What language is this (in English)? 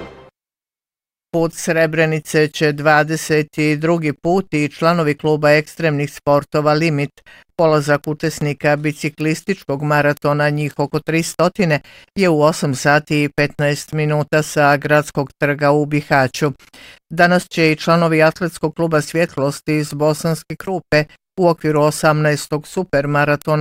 Bosnian